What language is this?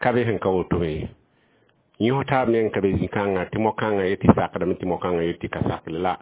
Mossi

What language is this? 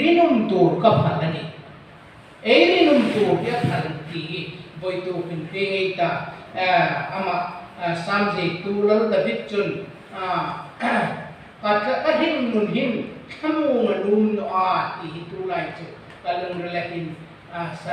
Hmar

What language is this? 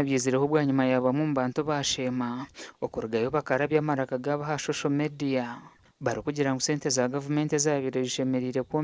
Nyankole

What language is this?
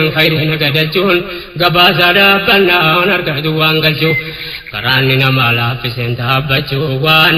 Oromo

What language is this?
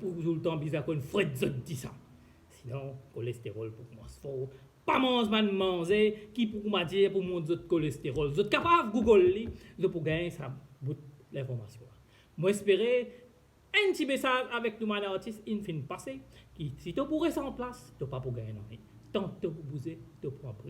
Morisyen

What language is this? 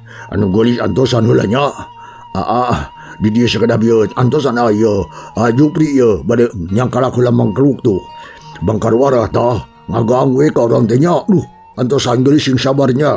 Sundanese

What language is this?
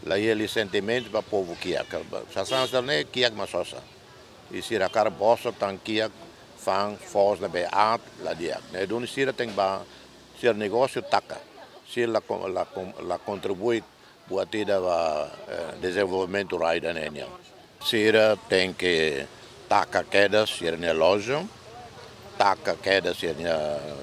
Tetum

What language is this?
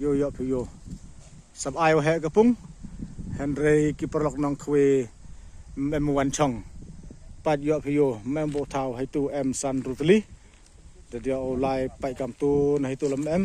Pnar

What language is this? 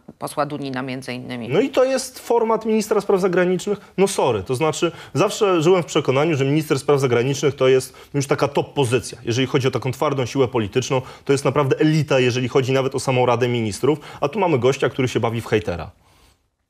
Polish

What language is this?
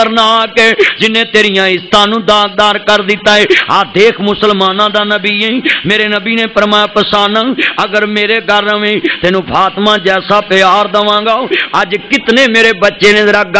Western Panjabi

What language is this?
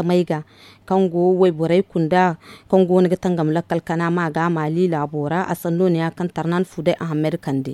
Zarma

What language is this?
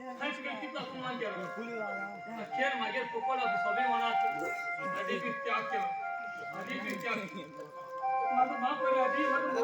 Konkani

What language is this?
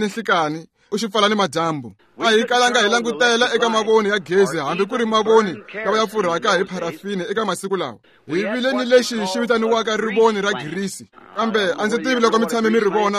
Tsonga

